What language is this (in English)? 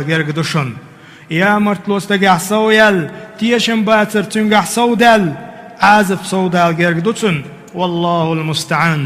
Chechen